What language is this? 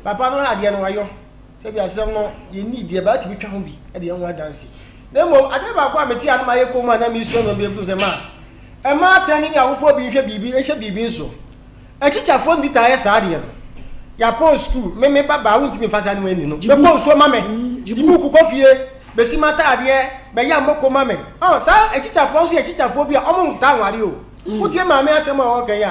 Akan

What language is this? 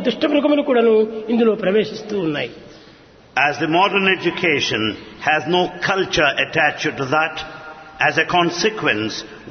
Telugu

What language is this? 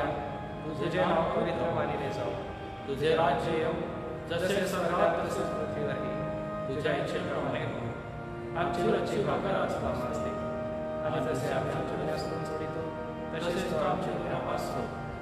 Marathi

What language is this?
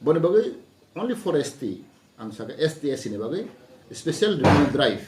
Kok Borok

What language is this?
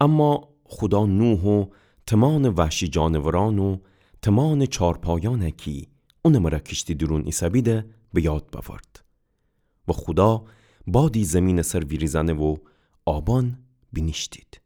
Gilaki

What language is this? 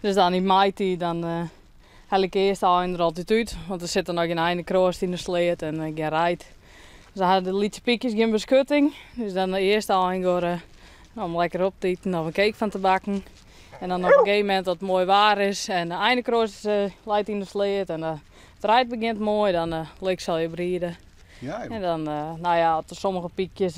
Western Frisian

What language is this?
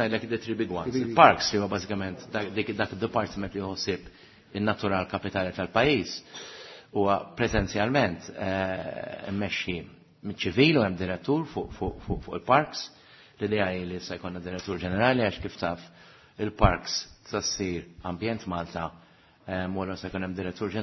Maltese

